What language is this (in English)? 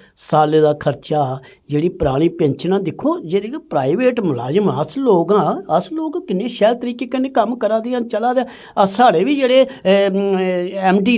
Dogri